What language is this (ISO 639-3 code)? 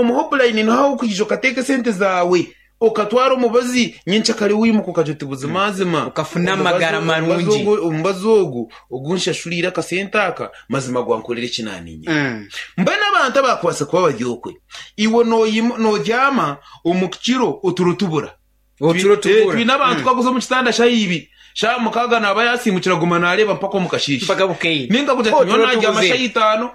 nyn